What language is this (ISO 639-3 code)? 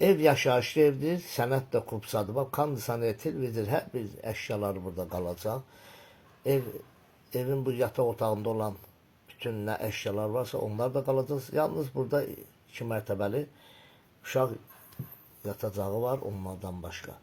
aze